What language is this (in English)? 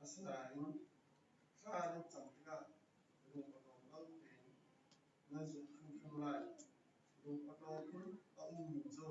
Hakha Chin